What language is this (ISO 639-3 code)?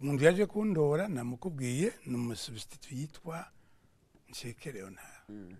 run